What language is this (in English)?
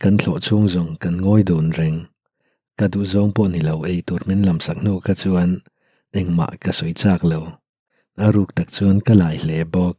Mizo